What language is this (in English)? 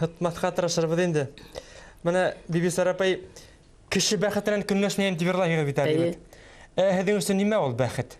Bashkir